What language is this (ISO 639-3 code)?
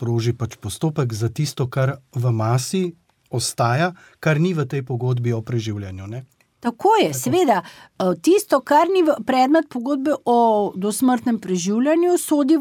slv